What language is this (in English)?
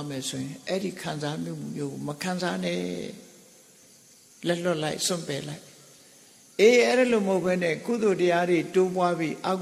Burmese